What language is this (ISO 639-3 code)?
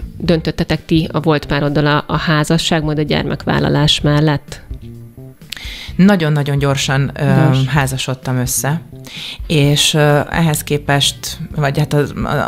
hun